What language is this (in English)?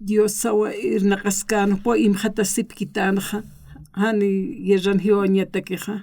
Aymara